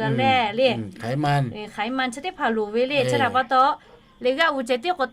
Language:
Lahu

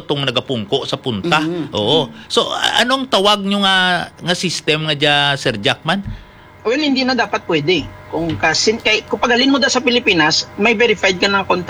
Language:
Hiligaynon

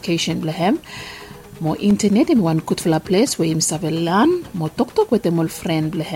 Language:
Bislama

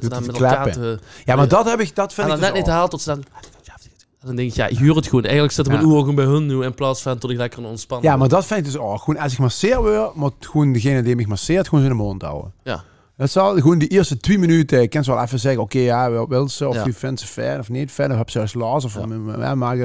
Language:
Limburgish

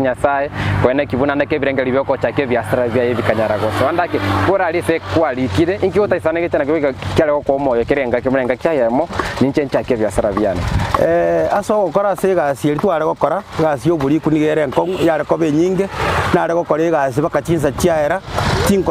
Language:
Gusii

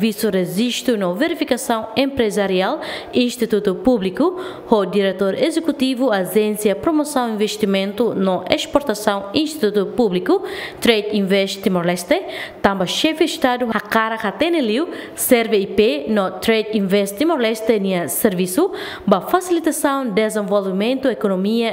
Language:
Tetum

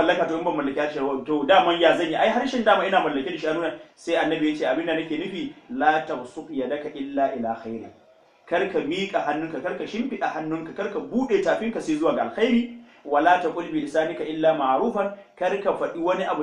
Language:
Hausa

